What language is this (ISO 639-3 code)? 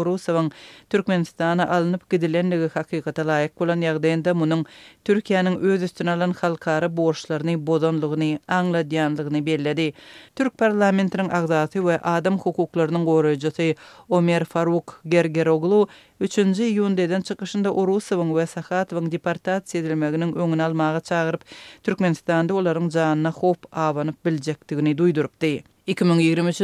tuk